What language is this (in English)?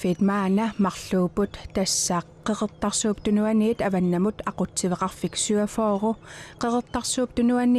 Kalaallisut